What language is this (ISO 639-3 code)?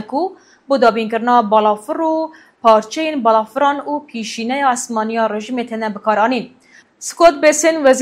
kur